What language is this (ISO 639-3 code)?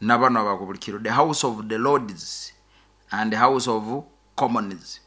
nyo